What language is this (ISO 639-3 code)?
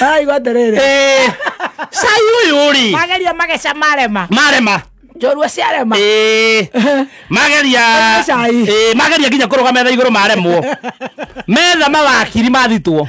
kik